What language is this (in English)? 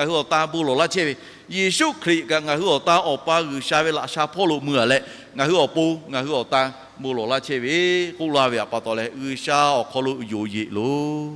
Lahu